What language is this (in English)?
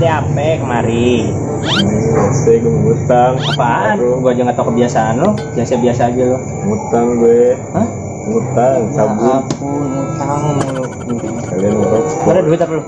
Betawi